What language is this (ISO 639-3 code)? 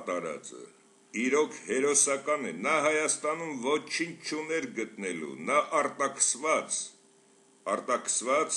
hye